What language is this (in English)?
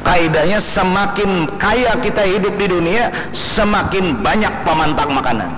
Banjar